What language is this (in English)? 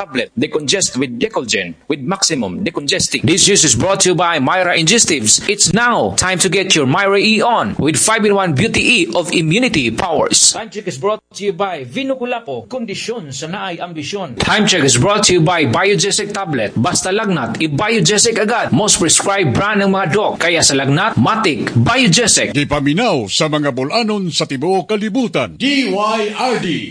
Cebuano